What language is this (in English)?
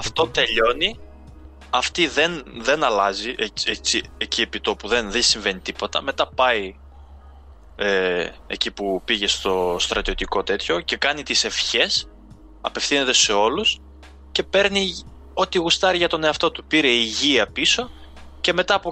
Greek